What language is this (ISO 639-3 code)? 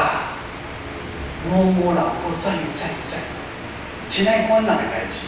nan